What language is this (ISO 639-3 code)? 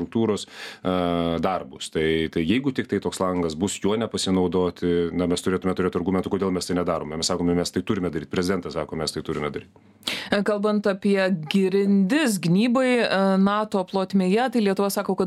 lit